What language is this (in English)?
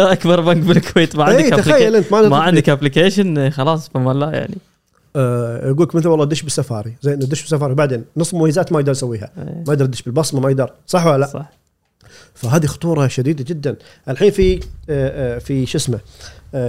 Gulf Arabic